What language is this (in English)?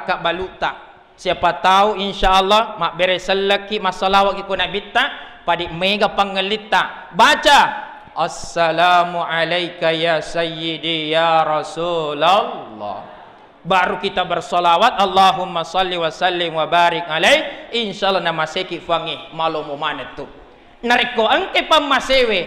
Buginese